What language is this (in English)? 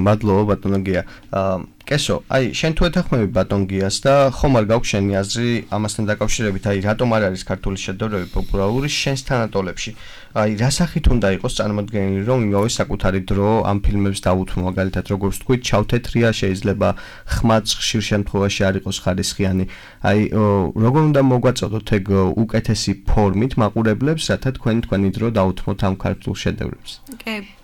Georgian